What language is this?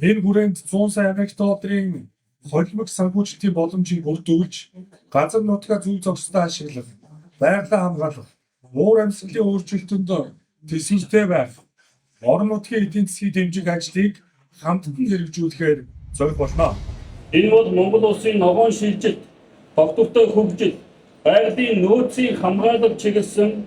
Mongolian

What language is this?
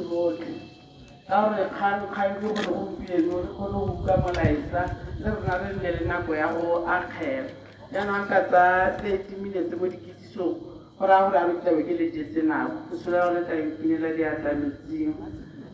Tswana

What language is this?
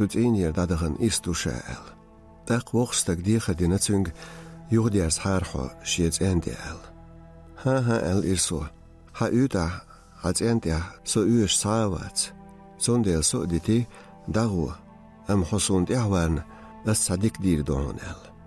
Chechen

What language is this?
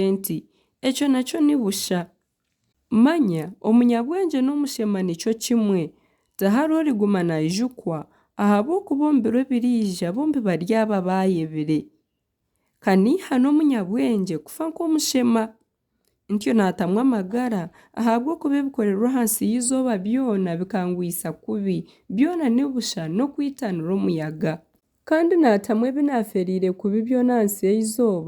Nyankole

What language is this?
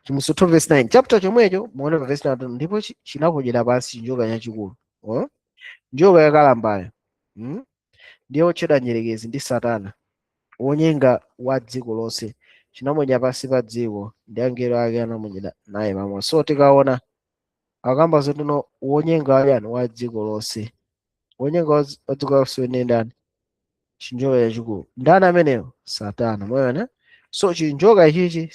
Nyanja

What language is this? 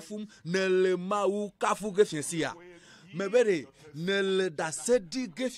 Ewe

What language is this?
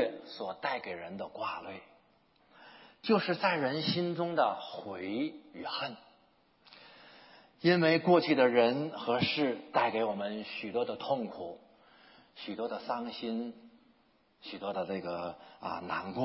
Chinese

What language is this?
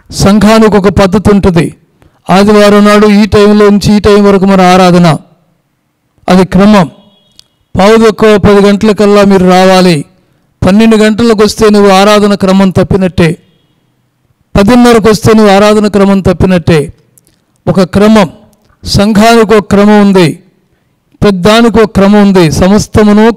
Telugu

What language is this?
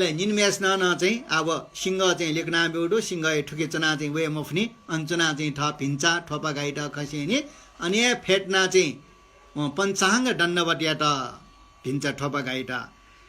Newari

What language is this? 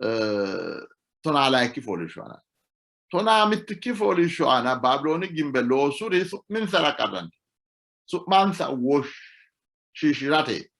Sidamo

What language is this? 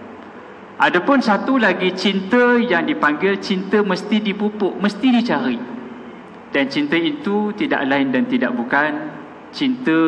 Malay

